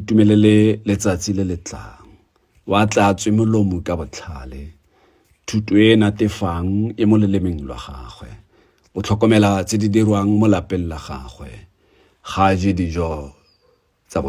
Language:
Tswana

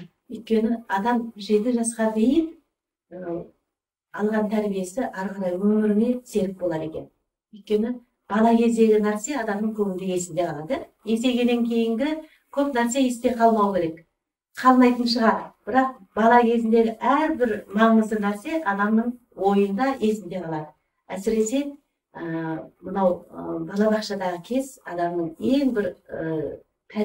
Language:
Kazakh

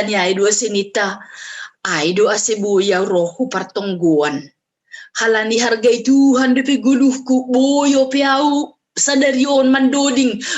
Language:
Batak Simalungun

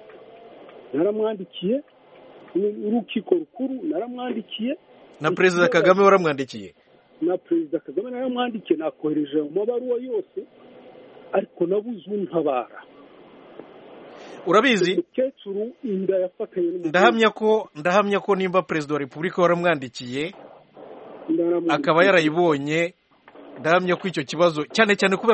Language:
Kinyarwanda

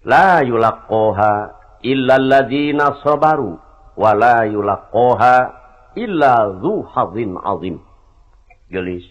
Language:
Sundanese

